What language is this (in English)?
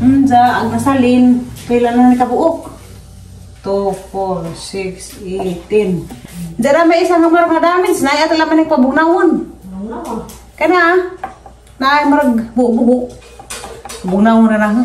Cebuano